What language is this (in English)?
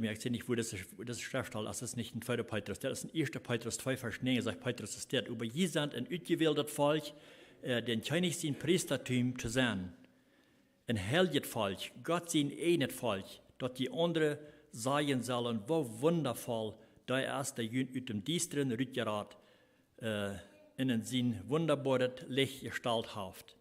Plautdietsch